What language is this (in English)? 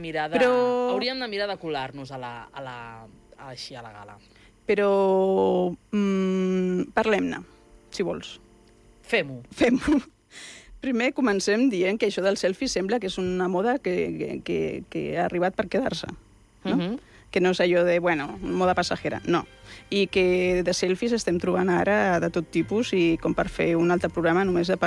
Catalan